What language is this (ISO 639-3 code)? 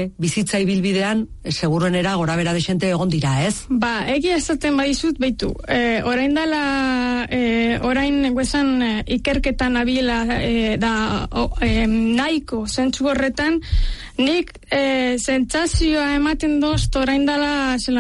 eus